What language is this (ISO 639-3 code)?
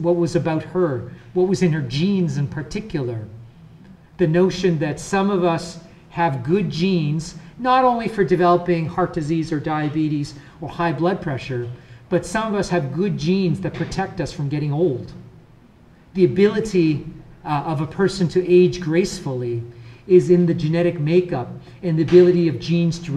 eng